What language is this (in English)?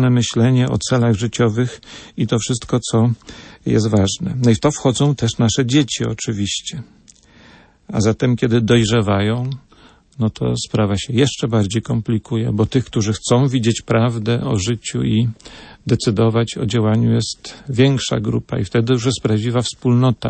Polish